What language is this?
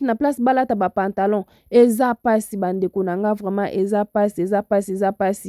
Lingala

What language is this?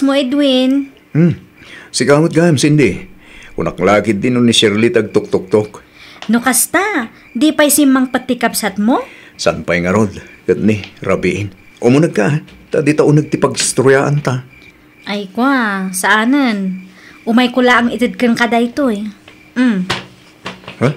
Iloko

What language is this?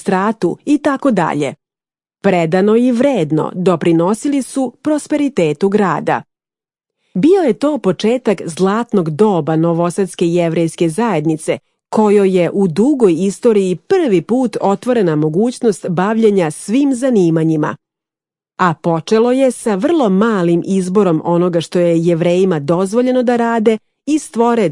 Serbian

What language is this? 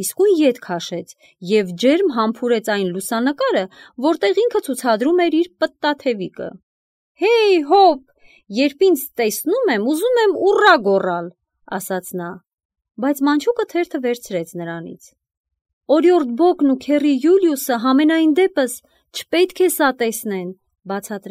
Armenian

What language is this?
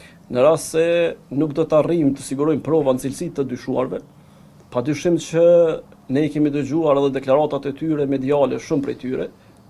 Albanian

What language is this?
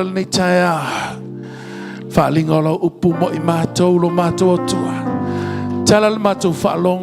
Samoan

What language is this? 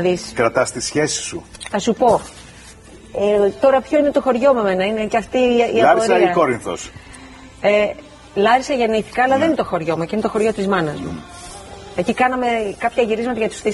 Greek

